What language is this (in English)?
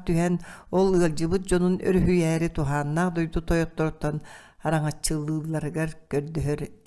Yakut